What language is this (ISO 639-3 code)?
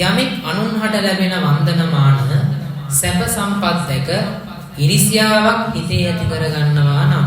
sin